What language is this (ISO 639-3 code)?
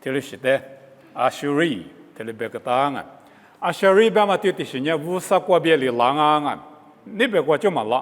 lis